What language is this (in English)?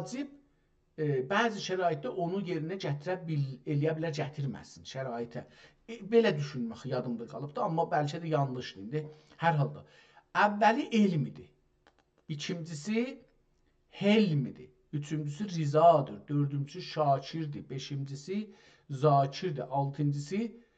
South Azerbaijani